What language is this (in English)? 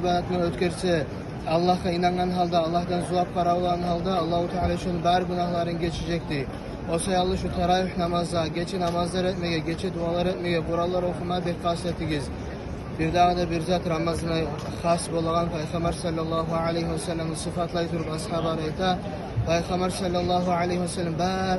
Kumyk